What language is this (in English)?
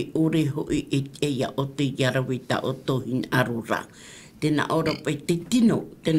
Tahitian